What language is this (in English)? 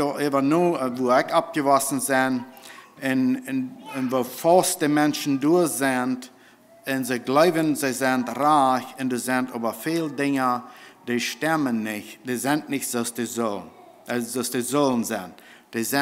Plautdietsch